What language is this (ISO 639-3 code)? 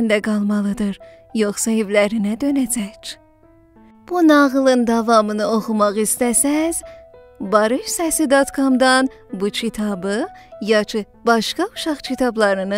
azb